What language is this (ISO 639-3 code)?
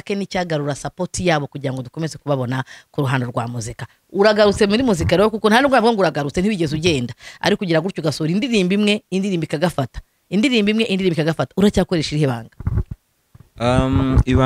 kin